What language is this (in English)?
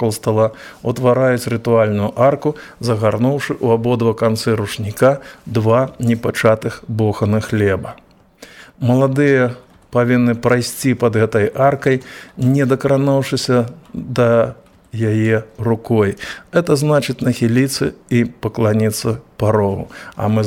Belarusian